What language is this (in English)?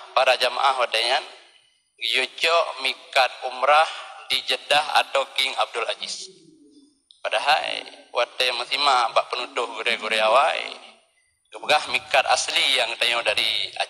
Achinese